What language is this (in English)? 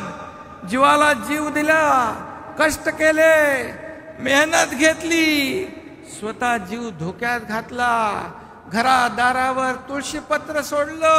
Marathi